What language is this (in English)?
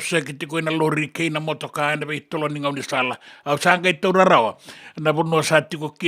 Fijian